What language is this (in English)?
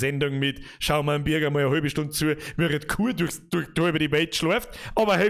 Bavarian